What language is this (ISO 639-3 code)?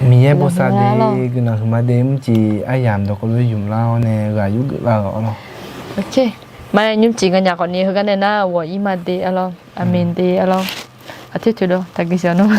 ahk